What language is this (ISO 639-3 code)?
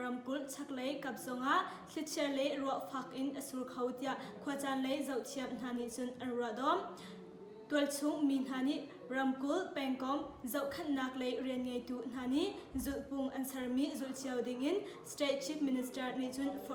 cnh